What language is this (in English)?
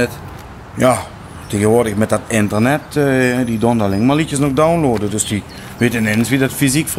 Limburgish